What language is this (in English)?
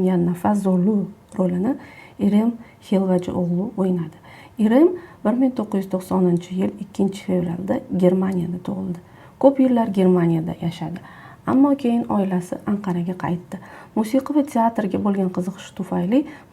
Uzbek